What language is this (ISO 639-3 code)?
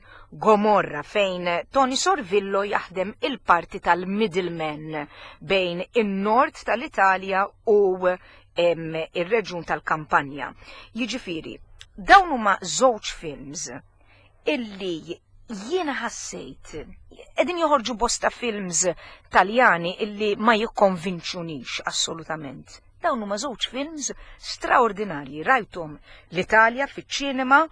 mlt